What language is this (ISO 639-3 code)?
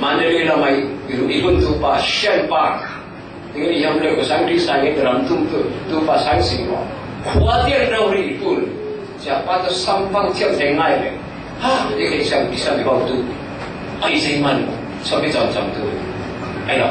cfm